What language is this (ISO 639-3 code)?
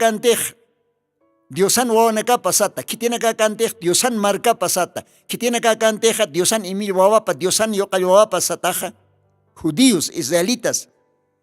aym